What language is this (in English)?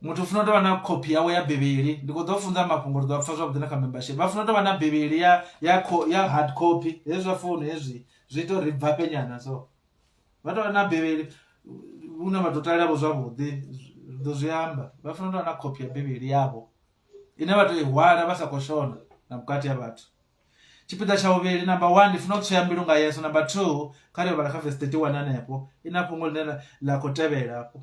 Venda